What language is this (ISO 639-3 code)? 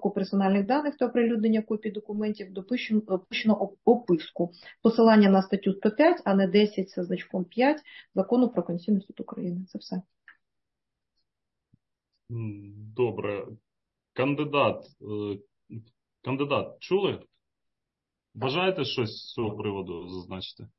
ukr